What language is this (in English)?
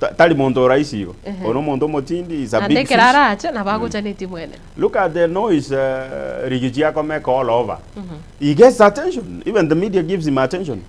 Gusii